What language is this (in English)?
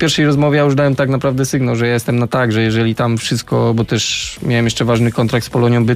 Polish